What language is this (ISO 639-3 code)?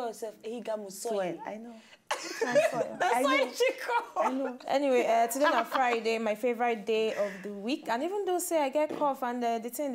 pcm